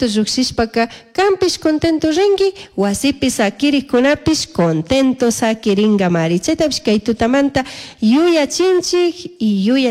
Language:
Chimborazo Highland Quichua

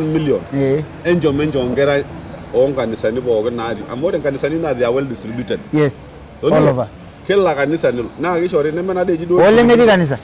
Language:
Masai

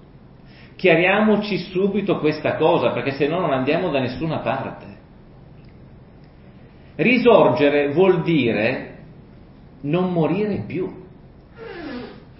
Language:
Italian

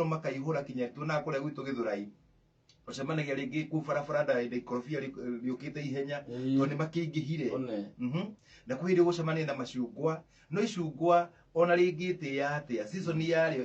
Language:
Kikuyu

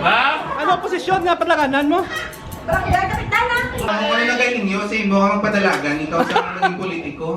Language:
Hiligaynon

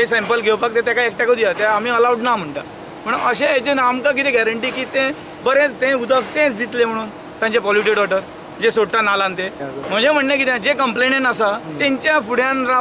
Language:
Konkani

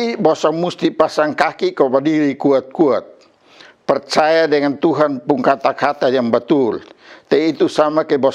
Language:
Kupang Malay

